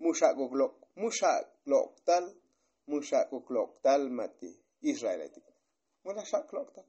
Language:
Tzotzil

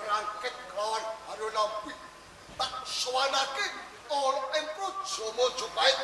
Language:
Javanese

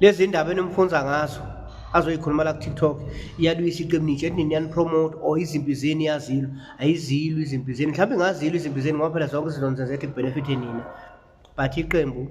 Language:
Zulu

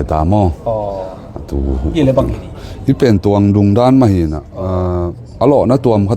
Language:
Tedim Chin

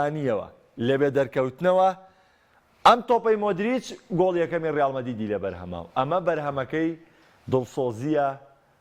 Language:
Central Kurdish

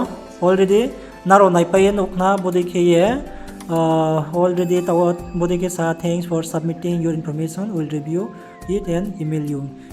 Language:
Riang (India)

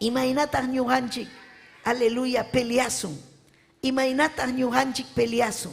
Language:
Ayacucho Quechua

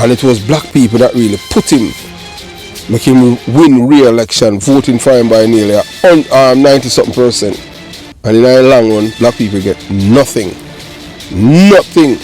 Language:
Jamaican Creole English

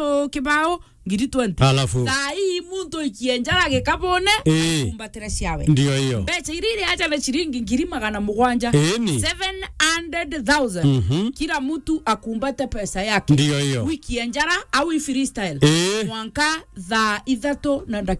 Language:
Meru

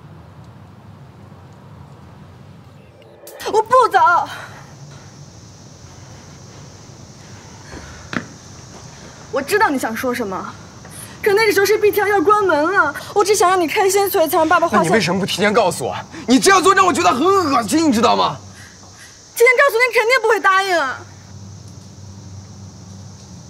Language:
Chinese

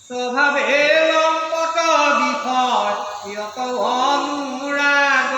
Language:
Assamese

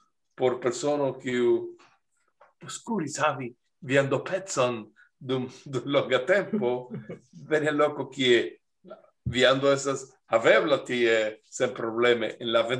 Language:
Esperanto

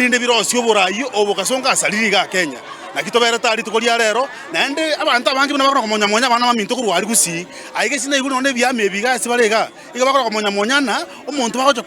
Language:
Gusii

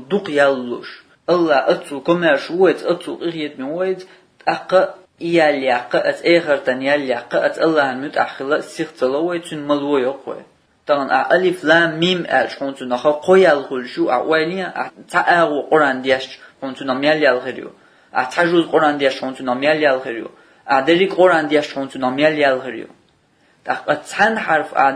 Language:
Chechen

